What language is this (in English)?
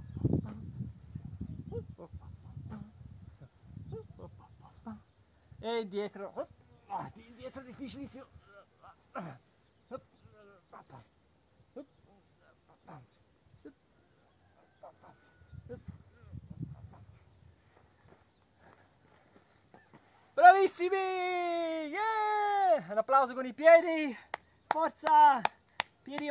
Italian